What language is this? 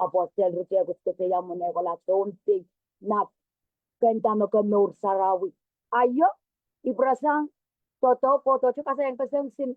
Pohnpeian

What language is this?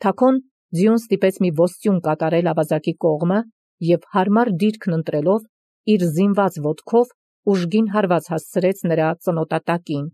Armenian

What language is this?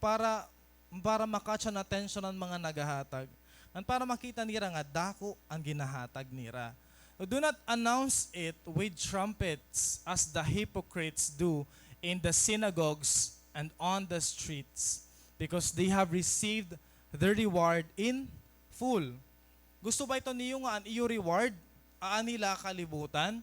Waray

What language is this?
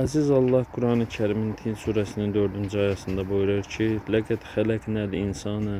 Azerbaijani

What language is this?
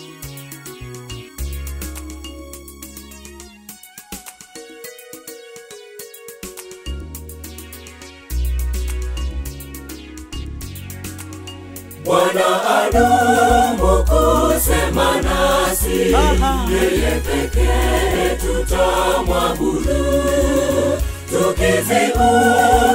Swahili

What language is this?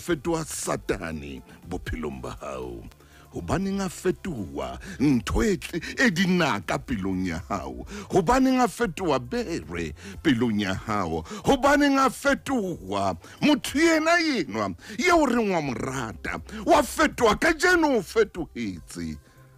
Southern Sotho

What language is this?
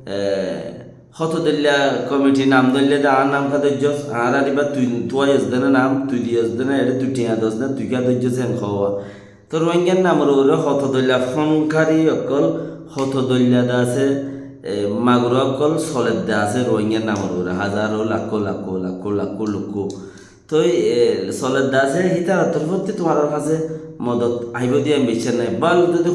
Rohingya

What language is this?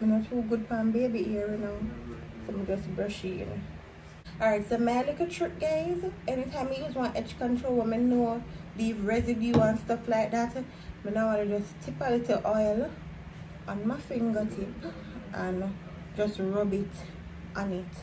Jamaican Creole English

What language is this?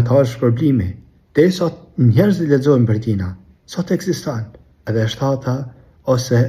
Albanian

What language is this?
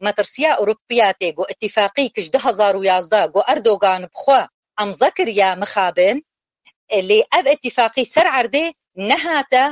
Kurdish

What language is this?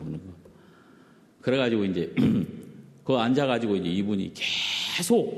Korean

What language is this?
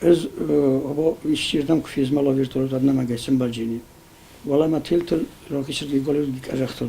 Ossetic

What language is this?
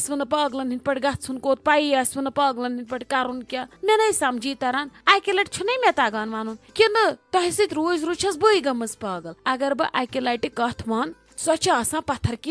Kashmiri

